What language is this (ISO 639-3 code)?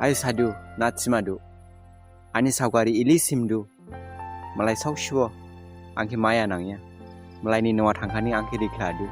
dis